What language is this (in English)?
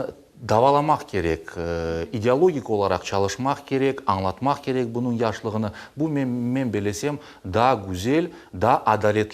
Crimean Tatar